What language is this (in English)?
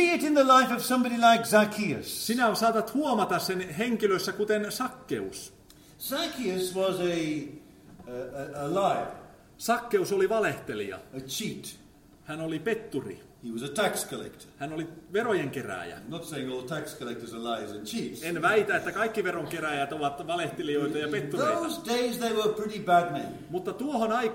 Finnish